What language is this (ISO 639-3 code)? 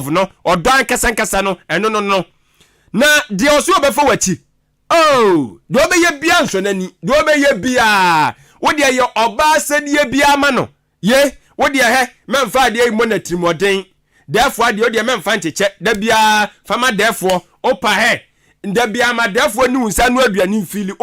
aka